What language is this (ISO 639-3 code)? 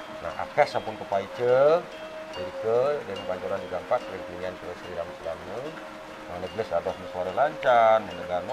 ban